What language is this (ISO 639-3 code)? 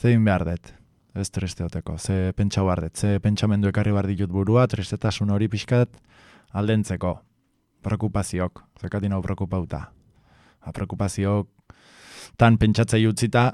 eus